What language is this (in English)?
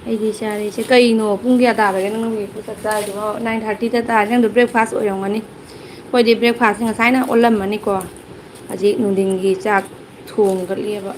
Manipuri